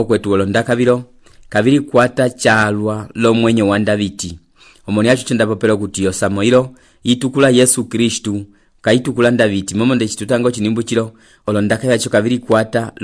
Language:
Umbundu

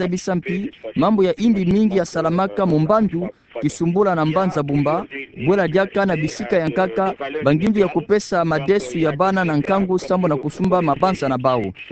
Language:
Kituba (Democratic Republic of Congo)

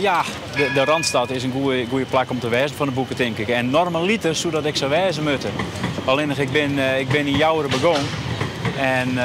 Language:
Western Frisian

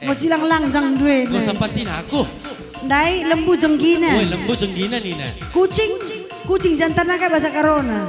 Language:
Batak Karo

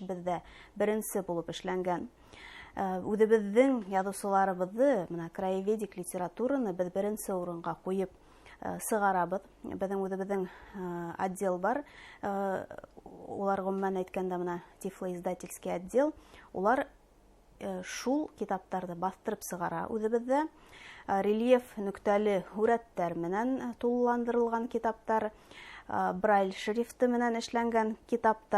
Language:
Bashkir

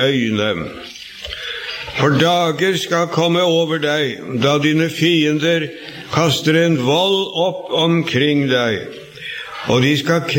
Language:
Norwegian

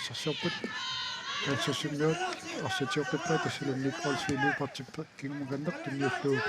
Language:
Kalaallisut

